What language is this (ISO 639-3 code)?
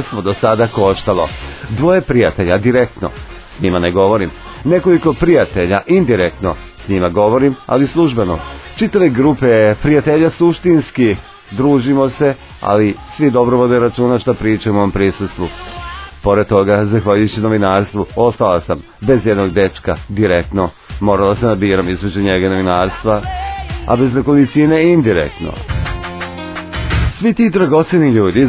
srp